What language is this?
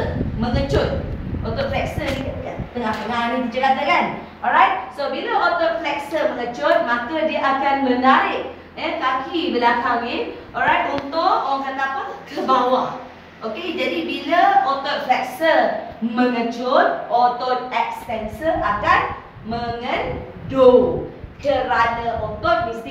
Malay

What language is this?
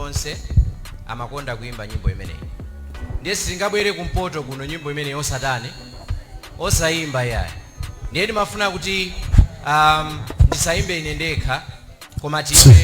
Nyanja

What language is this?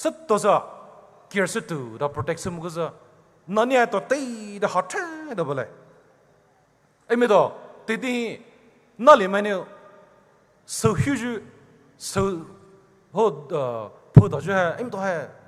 Poumei Naga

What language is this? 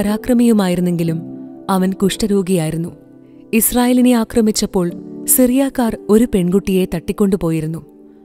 Malayalam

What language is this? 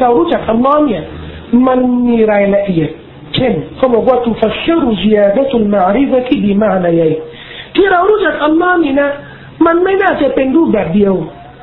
Thai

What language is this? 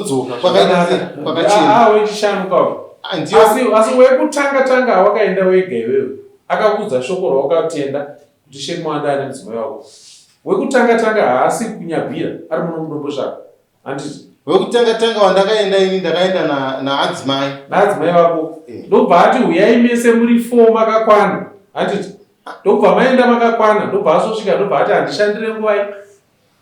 Shona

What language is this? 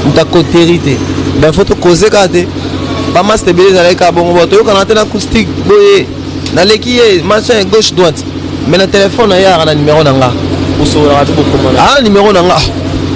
Lingala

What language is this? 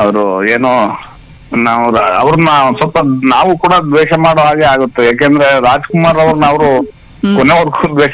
Kannada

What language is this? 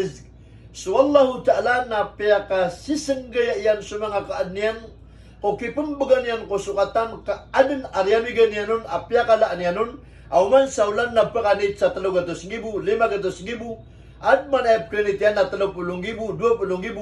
Maranao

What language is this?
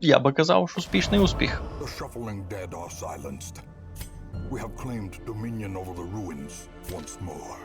Rusyn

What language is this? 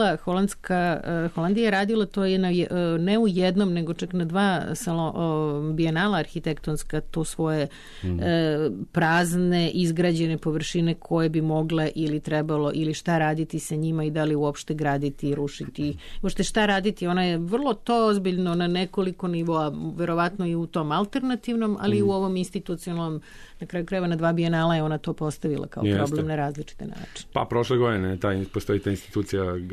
Serbian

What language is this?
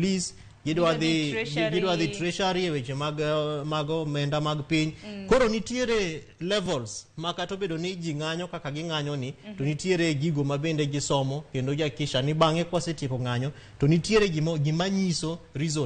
Luo (Kenya and Tanzania)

